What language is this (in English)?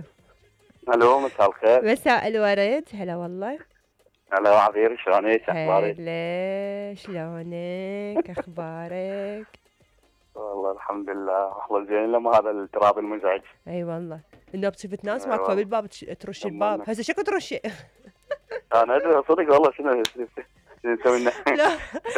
Mesopotamian Arabic